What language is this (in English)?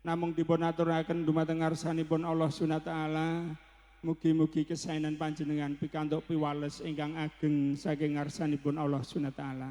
Javanese